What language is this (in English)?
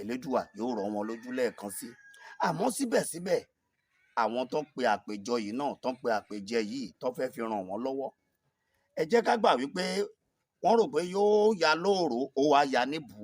Yoruba